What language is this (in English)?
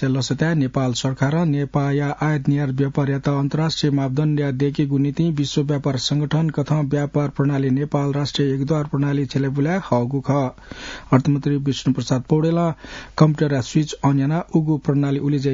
Newari